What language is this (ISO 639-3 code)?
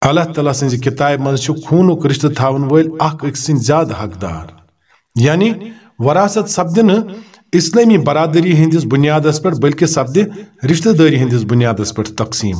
kas